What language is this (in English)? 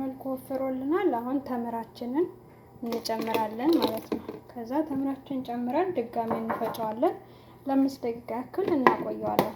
Amharic